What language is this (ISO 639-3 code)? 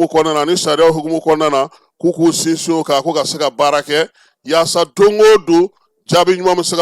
bam